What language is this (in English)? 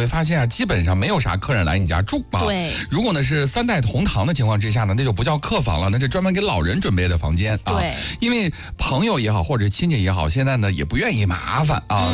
Chinese